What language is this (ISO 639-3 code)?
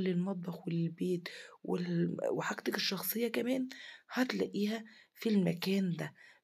arz